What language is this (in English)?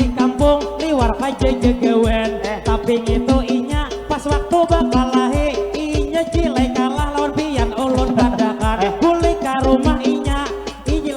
Banjar